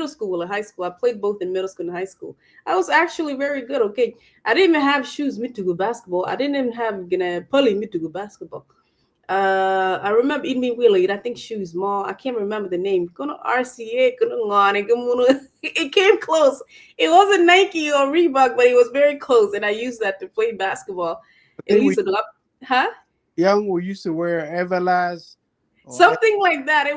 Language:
Acoli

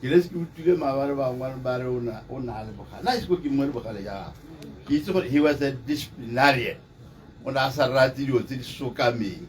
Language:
Tswana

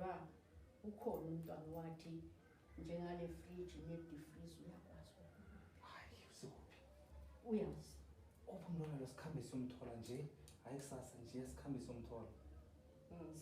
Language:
Zulu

